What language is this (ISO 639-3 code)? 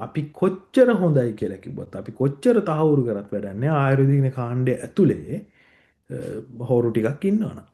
sin